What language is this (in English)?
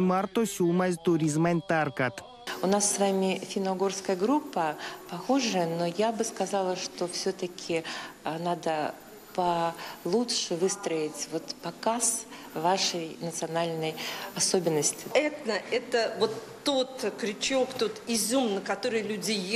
Erzya